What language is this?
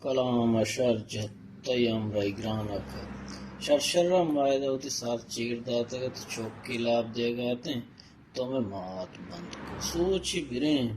Baluchi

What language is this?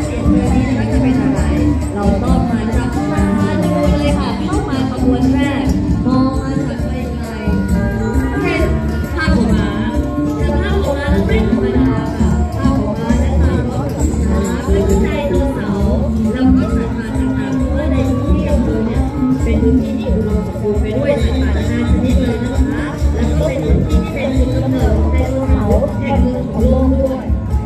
Thai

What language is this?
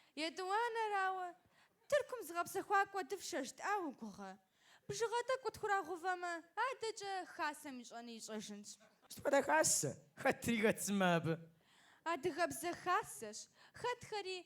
Kabardian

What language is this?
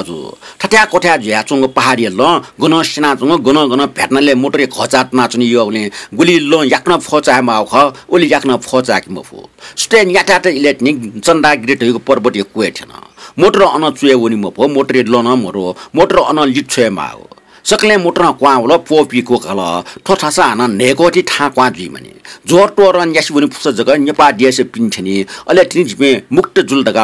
Newari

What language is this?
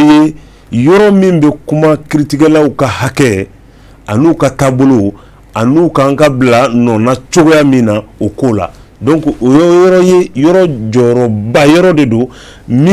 Bambara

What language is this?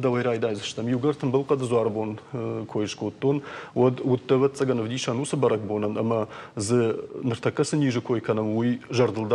Ossetic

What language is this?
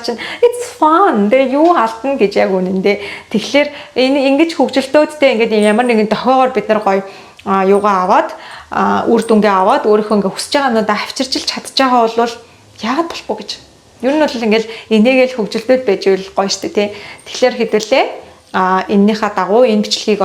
Mongolian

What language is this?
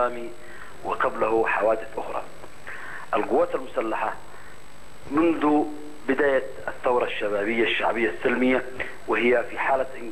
Arabic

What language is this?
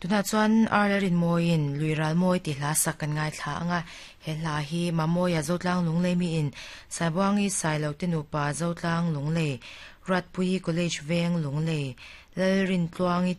Mizo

